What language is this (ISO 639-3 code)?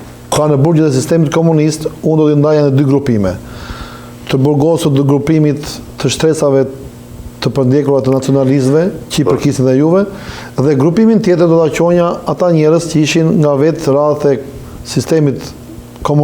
sqi